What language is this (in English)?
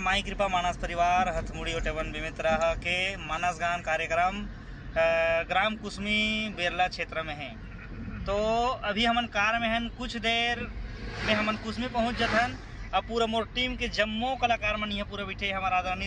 Chhattisgarhi